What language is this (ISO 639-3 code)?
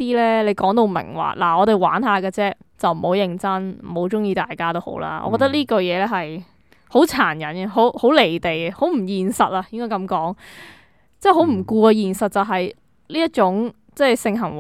yue